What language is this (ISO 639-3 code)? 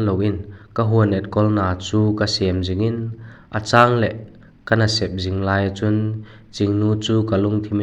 vap